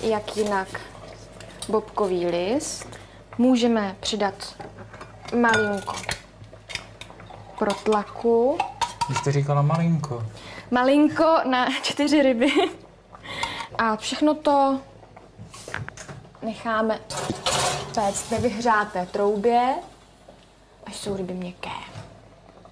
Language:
Czech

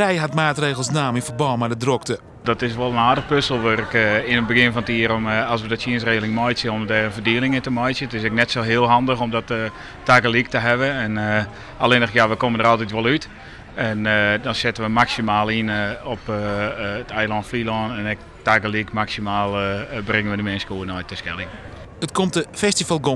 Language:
Western Frisian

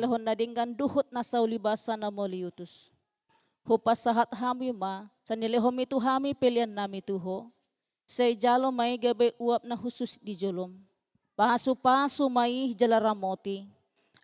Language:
Batak Toba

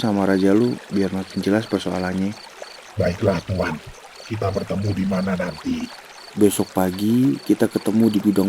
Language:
Betawi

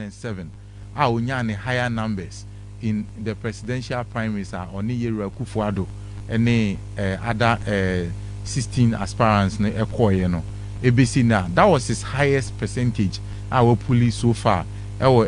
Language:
Akan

